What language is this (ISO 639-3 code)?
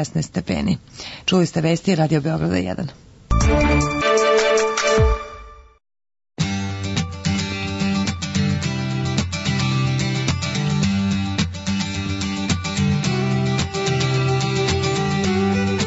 srp